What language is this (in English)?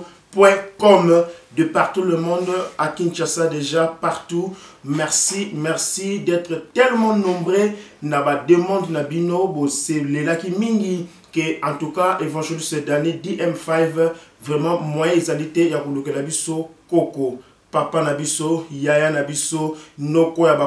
Lingala